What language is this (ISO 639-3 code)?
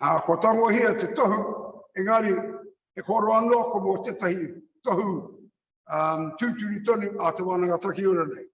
mri